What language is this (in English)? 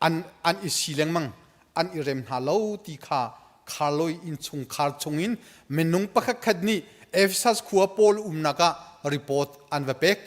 Hakha Chin